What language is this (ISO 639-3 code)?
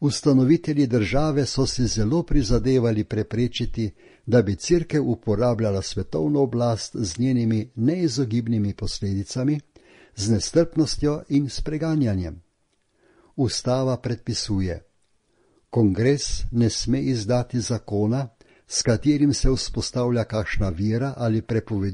slv